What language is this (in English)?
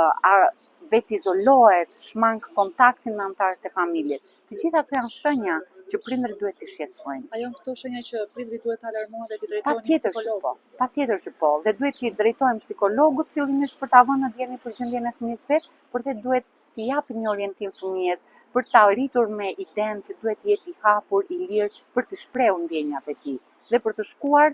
Albanian